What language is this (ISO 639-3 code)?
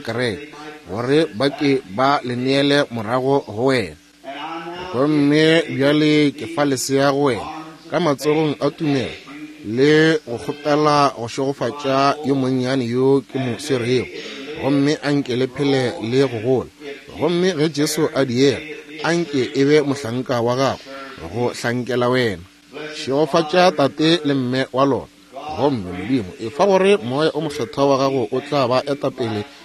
nso